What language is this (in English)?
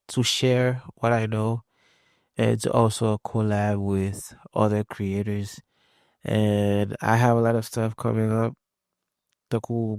Haitian Creole